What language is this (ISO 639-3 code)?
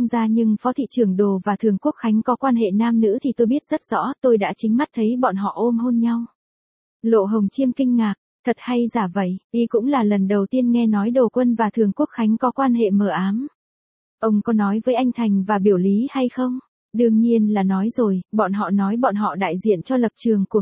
vie